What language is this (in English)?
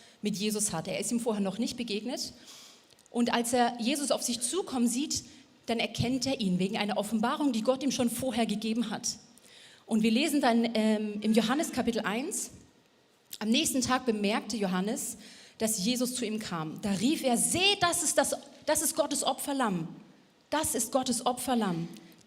Swiss German